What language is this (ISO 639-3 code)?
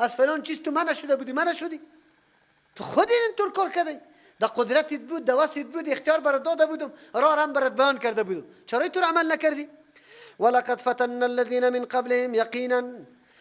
fas